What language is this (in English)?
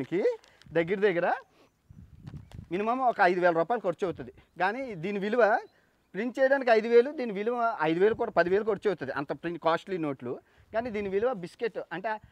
Telugu